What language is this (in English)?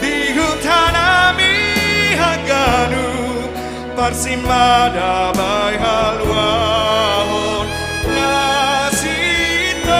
Batak Simalungun